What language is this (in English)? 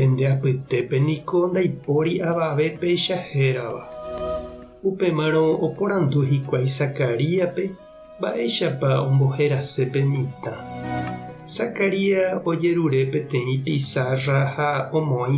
Guarani